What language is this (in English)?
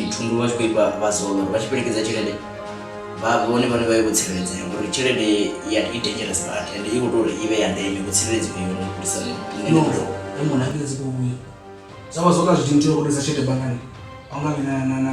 Venda